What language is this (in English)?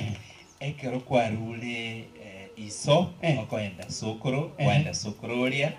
Gusii